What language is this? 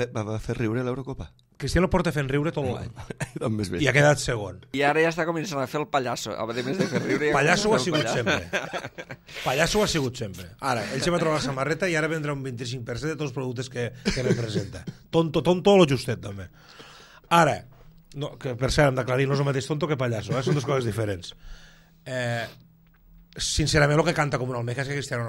Catalan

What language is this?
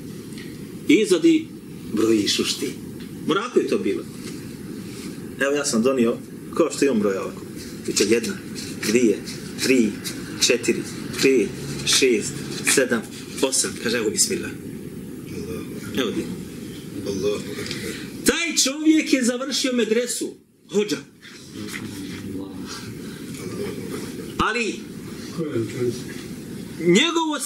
Bosnian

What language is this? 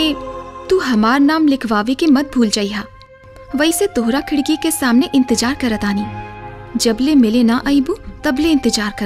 Bhojpuri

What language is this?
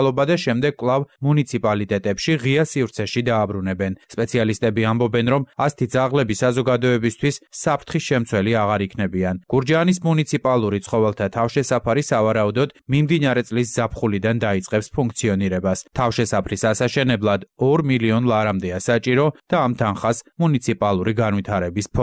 Georgian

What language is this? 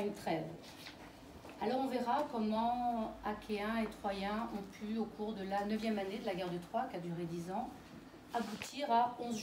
French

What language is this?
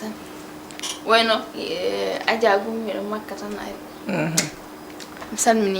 Fula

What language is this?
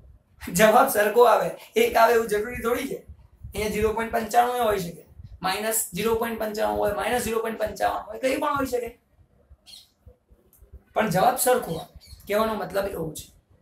Gujarati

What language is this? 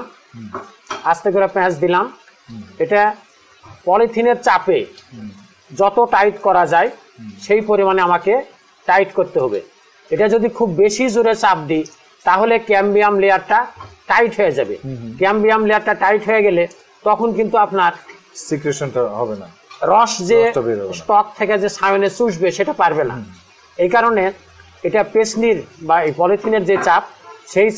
Bangla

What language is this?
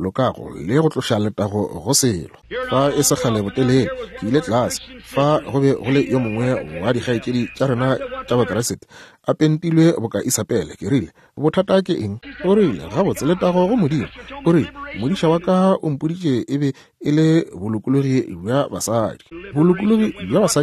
Northern Sotho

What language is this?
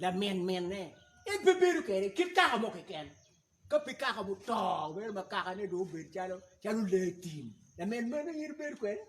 Acoli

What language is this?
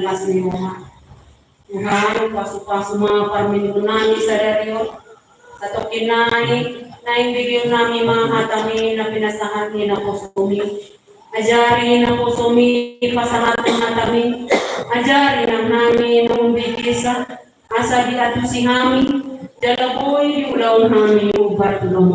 Batak Toba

